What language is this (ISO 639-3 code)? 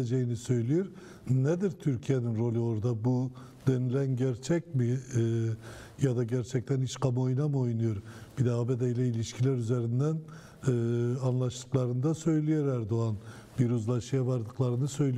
tur